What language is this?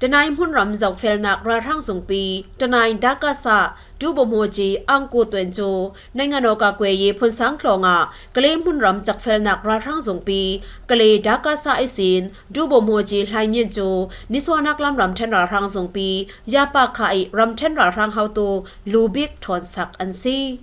Falam Chin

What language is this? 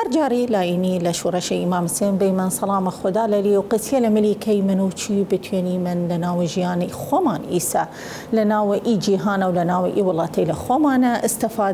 Southern Kurdish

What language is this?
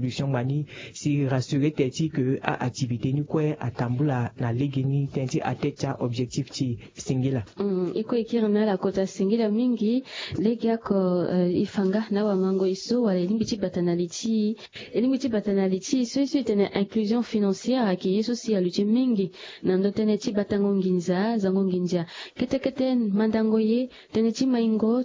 Sango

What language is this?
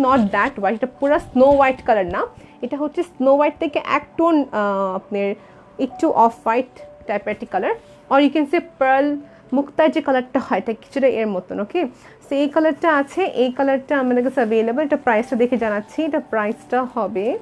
Bangla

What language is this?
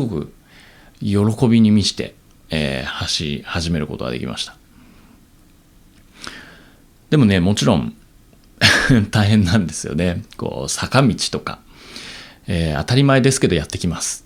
Japanese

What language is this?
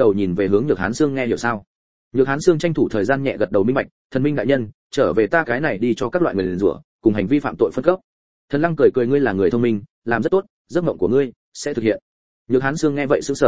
Vietnamese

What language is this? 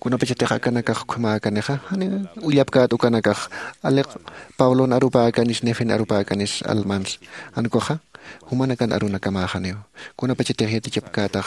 Aymara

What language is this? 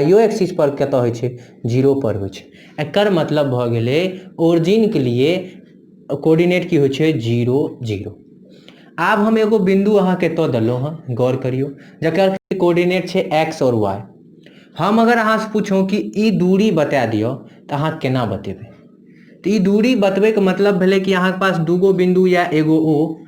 Maithili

